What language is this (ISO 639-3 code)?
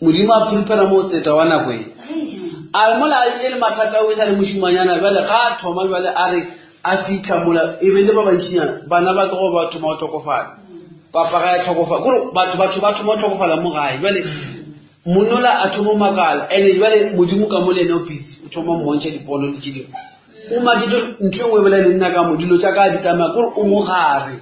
nso